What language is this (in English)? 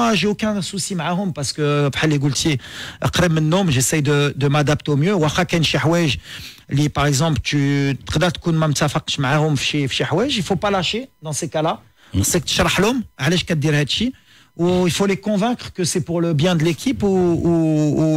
Moroccan Arabic